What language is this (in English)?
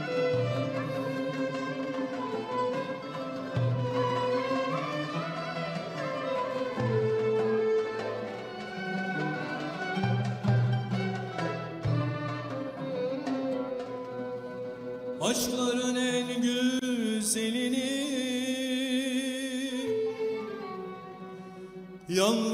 Turkish